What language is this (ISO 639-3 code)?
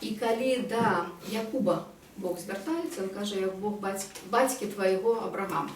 bel